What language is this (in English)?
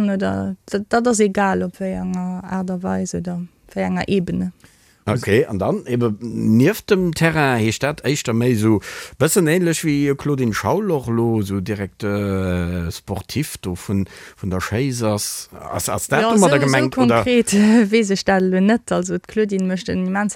Luxembourgish